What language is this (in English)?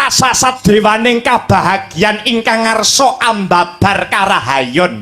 Javanese